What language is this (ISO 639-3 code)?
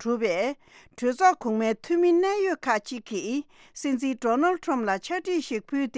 bod